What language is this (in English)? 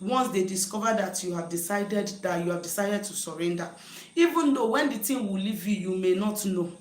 Igbo